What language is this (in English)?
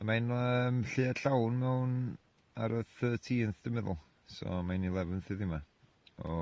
Welsh